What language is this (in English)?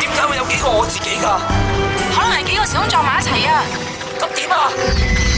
Cantonese